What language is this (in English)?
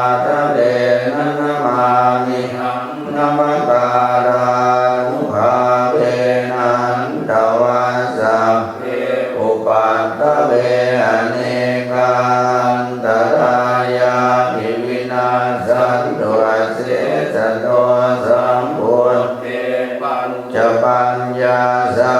Pali